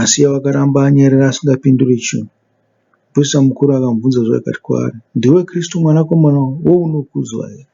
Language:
Shona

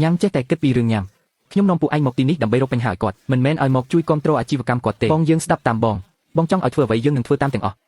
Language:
Khmer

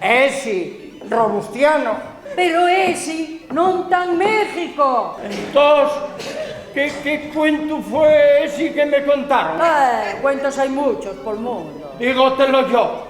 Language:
Asturian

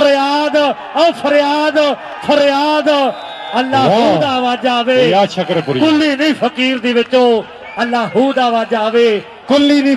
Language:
Punjabi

